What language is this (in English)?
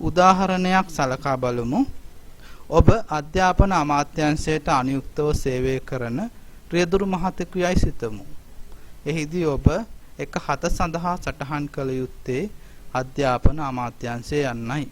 Sinhala